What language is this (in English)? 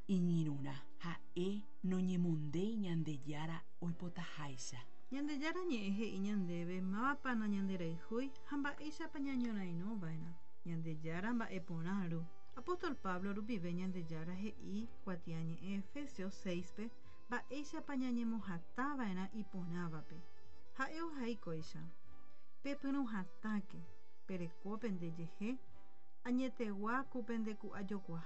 Guarani